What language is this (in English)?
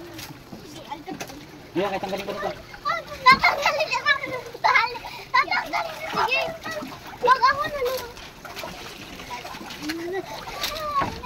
Filipino